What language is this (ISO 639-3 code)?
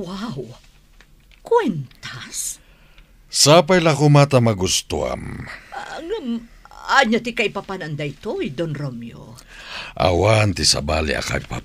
ilo